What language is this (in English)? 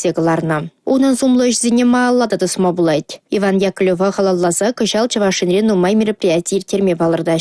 Chuvash